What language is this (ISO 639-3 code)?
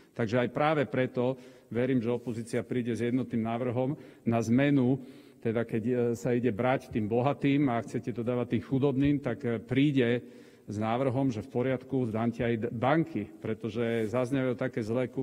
slk